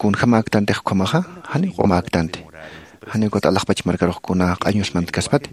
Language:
Aymara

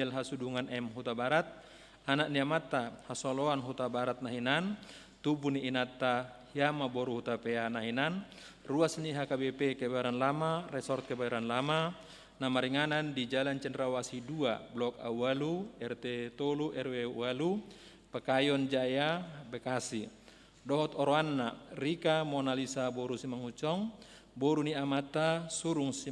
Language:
Batak Toba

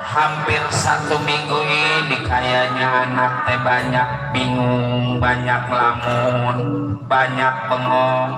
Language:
Betawi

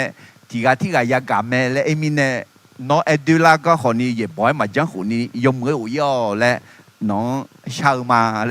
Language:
Akha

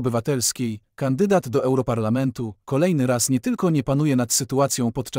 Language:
Polish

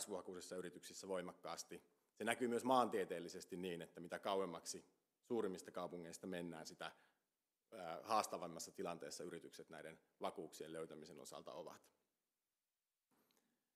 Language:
Finnish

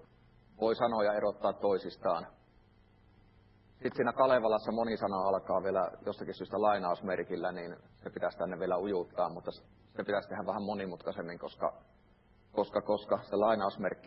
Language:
Finnish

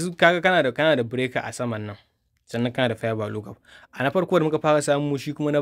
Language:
Hausa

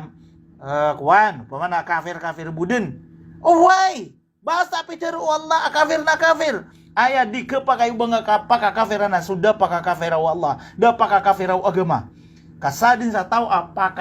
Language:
Maranao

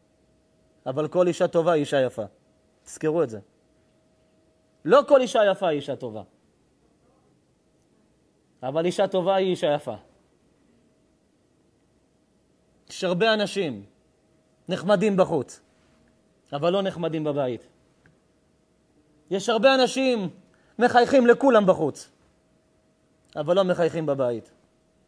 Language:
Hebrew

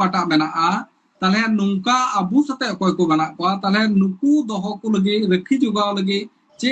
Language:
Santali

